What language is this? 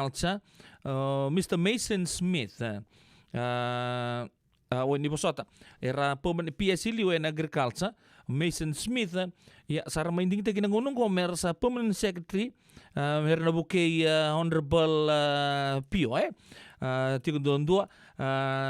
Fijian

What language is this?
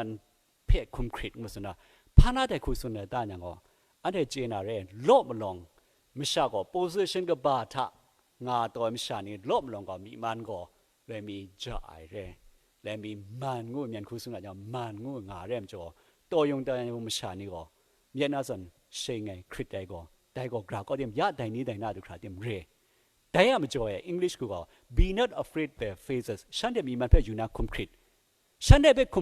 Kachin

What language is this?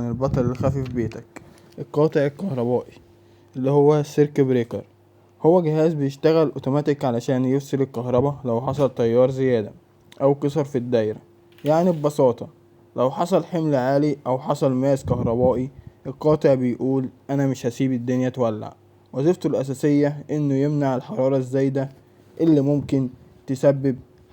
Egyptian Arabic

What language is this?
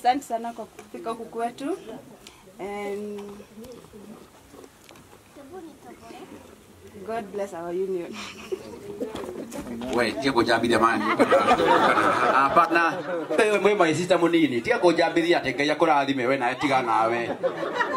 Swahili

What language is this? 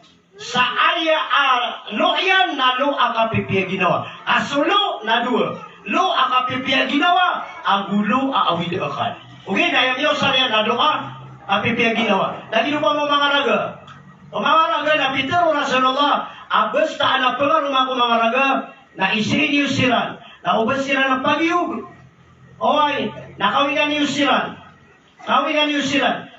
Maranao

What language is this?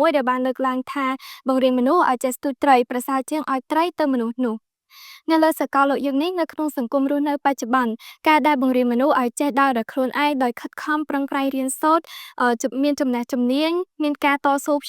Khmer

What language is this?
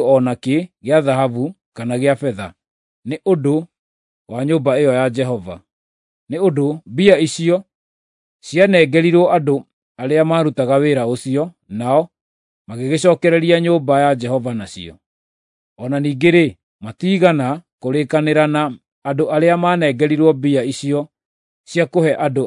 Kikuyu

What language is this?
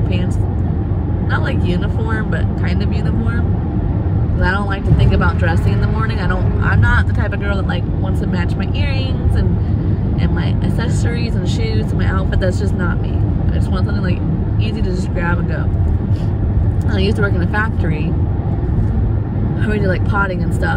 English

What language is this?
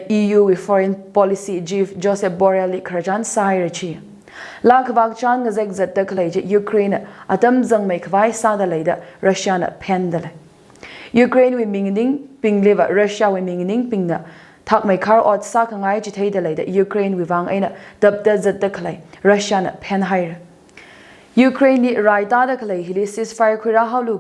Tangkhul Naga (India)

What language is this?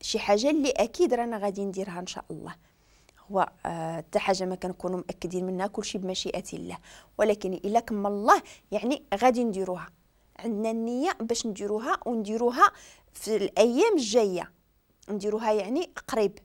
Moroccan Arabic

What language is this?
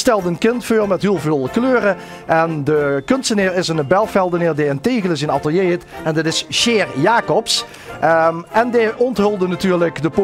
Limburgish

